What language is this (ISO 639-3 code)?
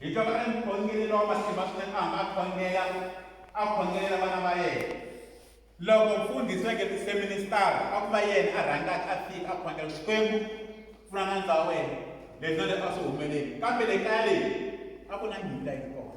tso